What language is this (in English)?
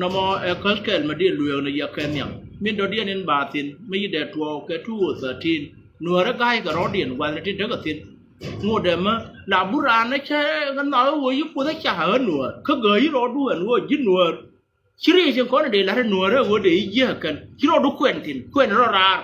Nuer